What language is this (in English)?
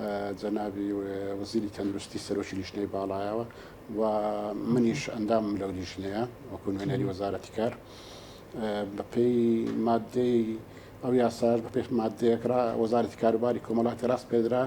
Central Kurdish